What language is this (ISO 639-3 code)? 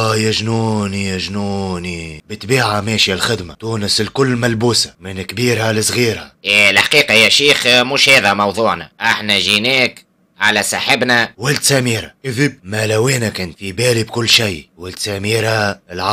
aeb